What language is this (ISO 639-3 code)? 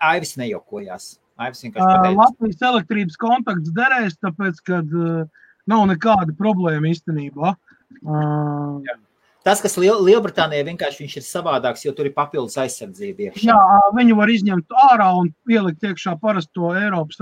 lav